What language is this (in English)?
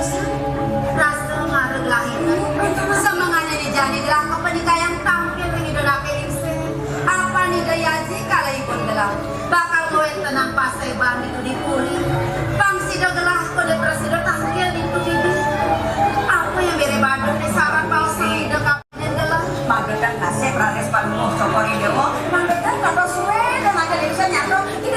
Balinese